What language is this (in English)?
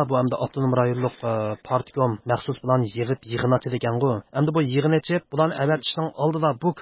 Uyghur